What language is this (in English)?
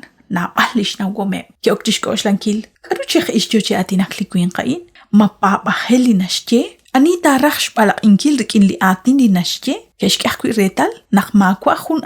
Kekchí